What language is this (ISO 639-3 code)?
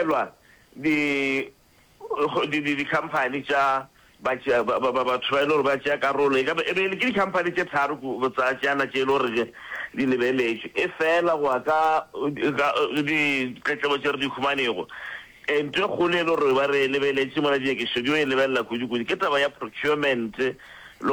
nso